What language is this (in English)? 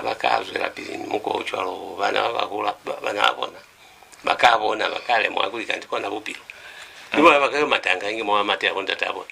Lozi